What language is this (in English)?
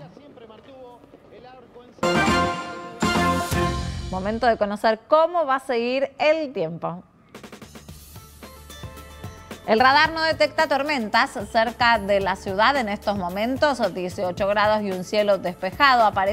Spanish